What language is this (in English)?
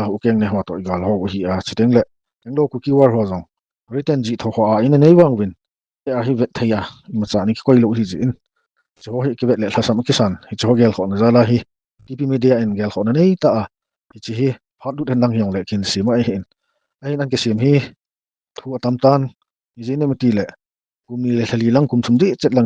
Thado Chin